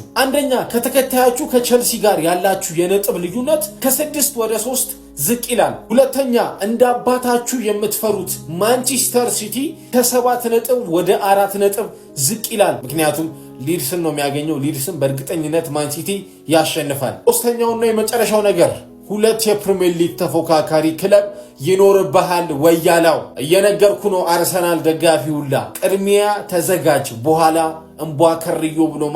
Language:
Amharic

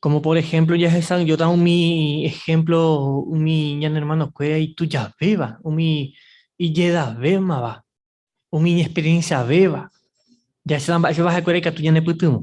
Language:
Guarani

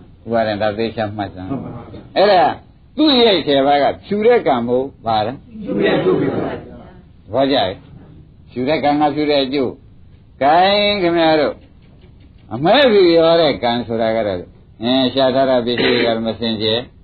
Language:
Burmese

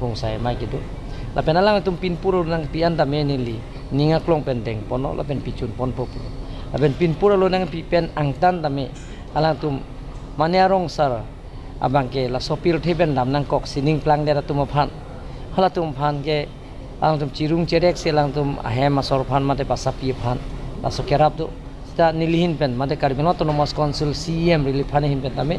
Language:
Karbi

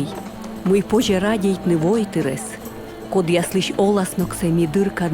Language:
Komi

